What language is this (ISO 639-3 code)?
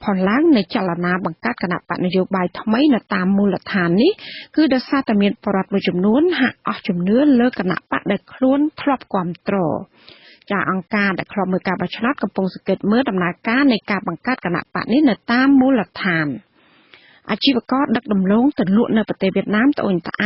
khm